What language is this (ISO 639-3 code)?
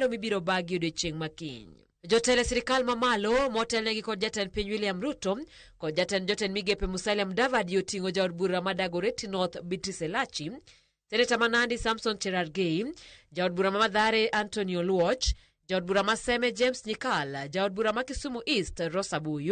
luo